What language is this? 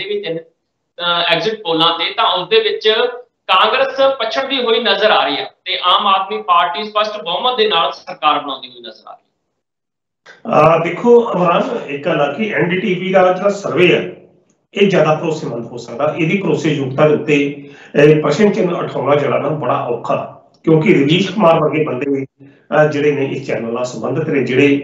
Punjabi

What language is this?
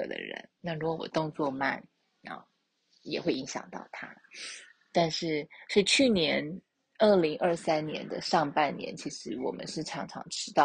Chinese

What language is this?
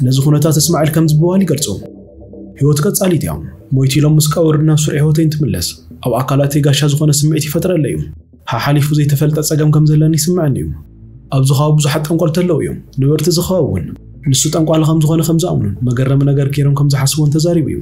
Tigrinya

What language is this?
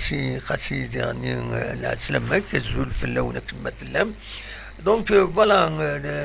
Kabyle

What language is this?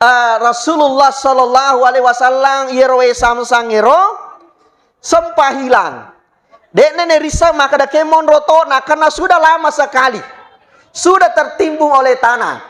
Buginese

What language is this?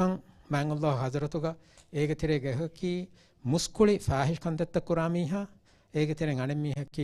Divehi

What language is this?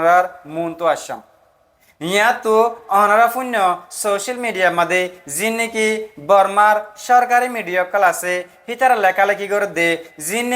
Rohingya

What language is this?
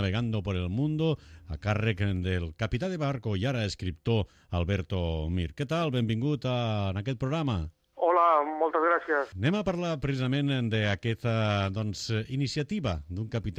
Catalan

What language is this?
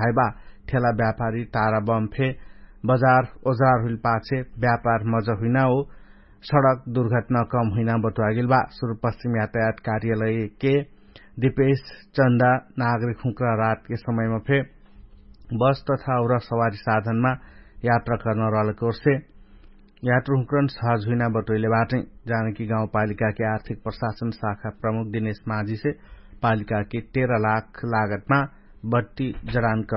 Dangaura Tharu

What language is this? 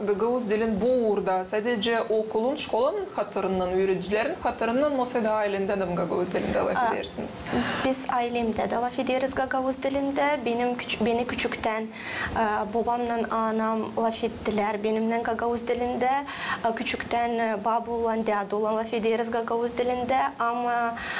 Gagauz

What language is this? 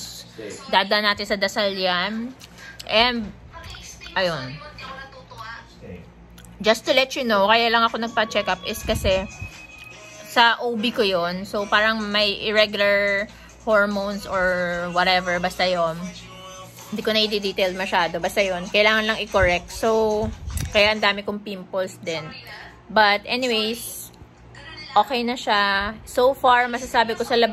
Filipino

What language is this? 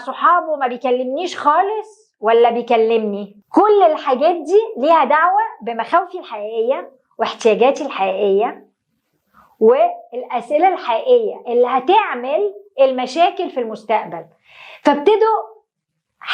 Egyptian Arabic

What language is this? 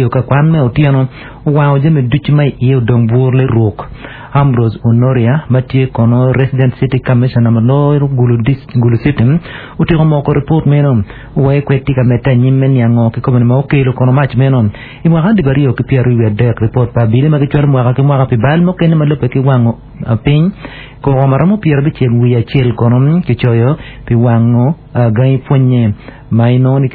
Acoli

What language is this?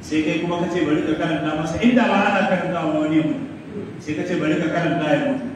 Hausa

